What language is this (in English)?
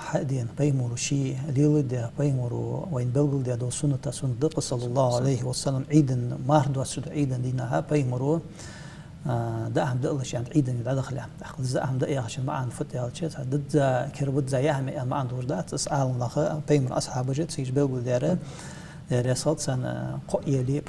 Ingush